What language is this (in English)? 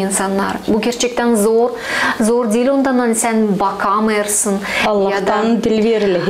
Gagauz